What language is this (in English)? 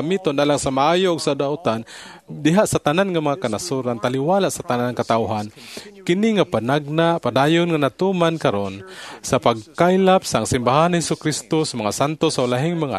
Cebuano